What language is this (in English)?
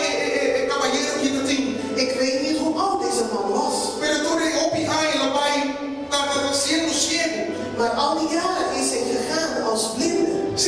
Papiamento